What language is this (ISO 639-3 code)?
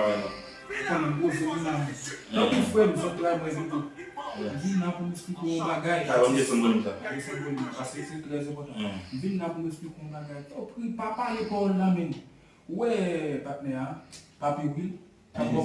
hat